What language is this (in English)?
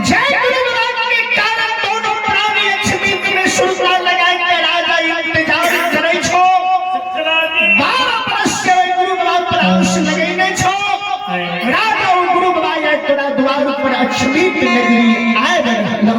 Maithili